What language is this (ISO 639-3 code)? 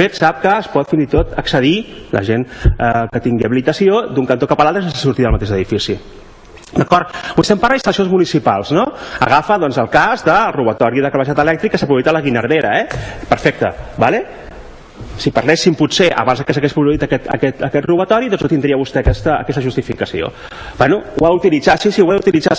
cat